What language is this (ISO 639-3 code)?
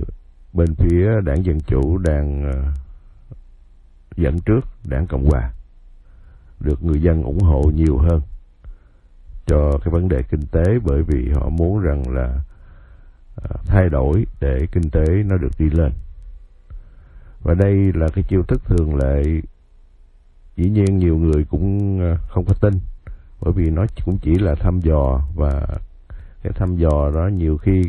vie